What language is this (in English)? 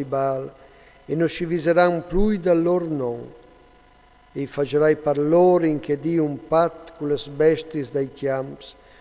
Friulian